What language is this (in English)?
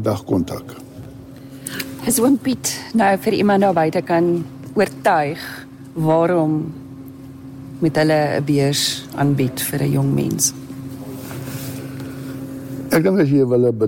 Afrikaans